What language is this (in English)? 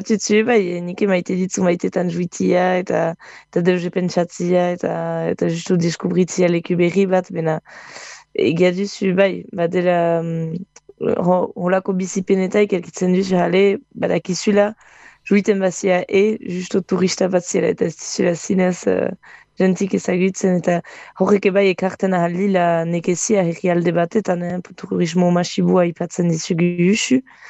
Basque